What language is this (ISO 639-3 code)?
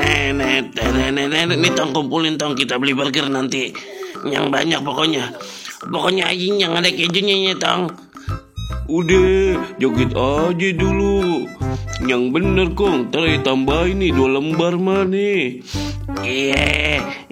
bew